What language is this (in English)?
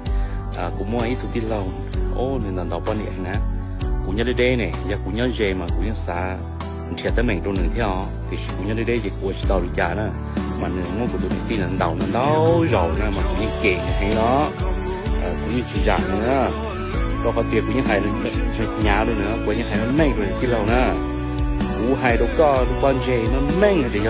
Hmong